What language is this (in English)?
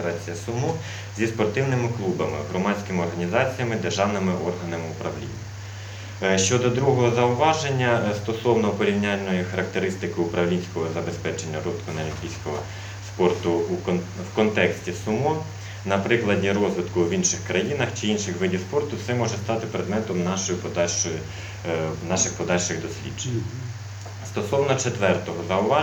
Ukrainian